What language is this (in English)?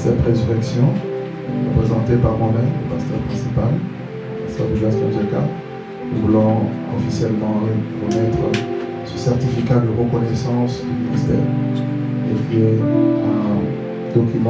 French